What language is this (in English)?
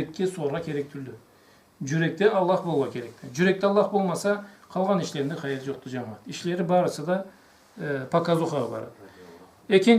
Karachay-Balkar